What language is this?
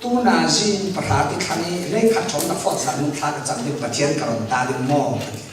Falam Chin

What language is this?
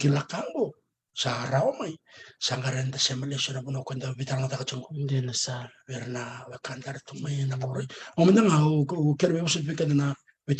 Fijian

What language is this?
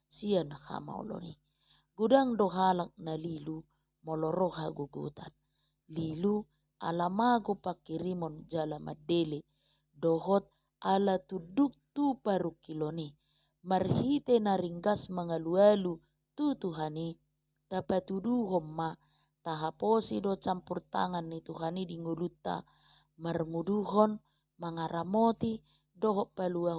Batak Toba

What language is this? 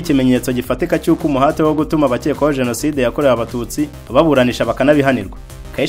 Kinyarwanda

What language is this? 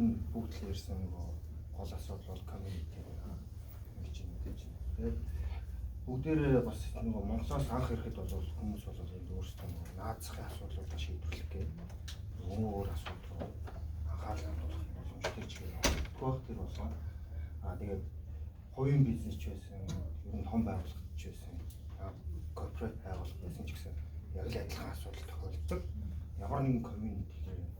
Mongolian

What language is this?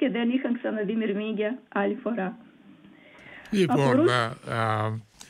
Greek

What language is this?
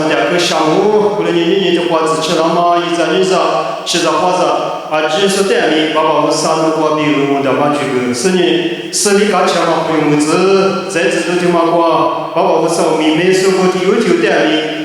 Lisu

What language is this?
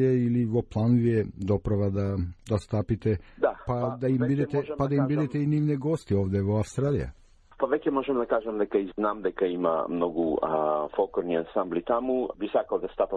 Macedonian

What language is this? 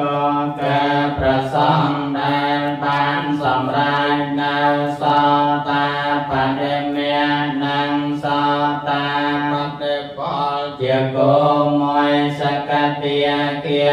Khmer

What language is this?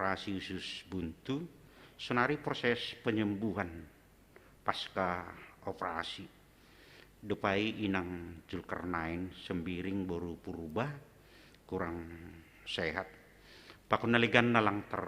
Batak Simalungun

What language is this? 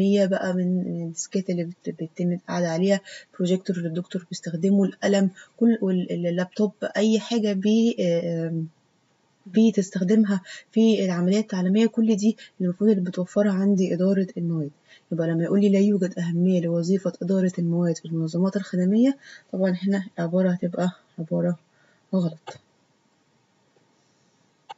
Egyptian Arabic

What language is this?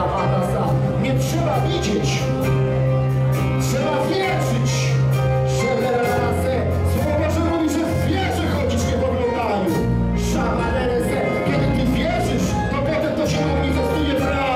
Polish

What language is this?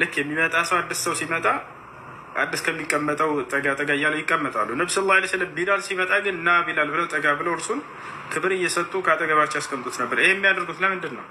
Amharic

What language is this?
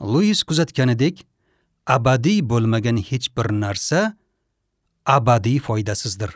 Uzbek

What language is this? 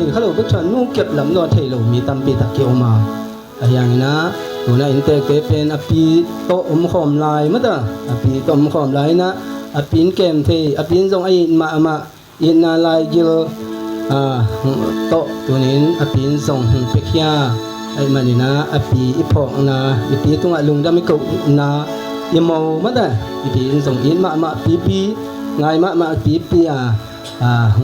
Tedim Chin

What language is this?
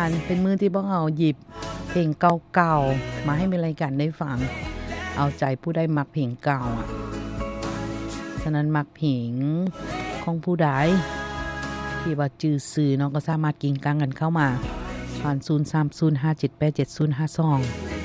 Lao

